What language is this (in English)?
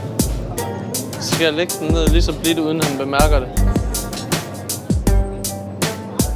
Danish